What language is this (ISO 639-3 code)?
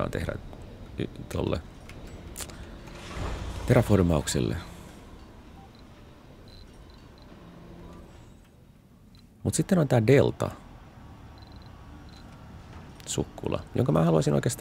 fin